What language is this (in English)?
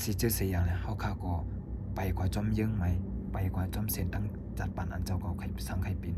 Shan